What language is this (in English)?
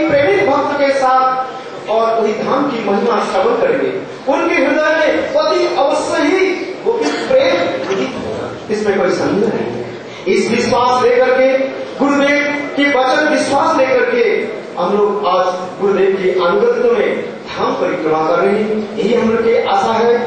Hindi